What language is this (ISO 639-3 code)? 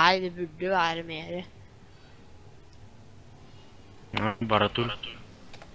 nor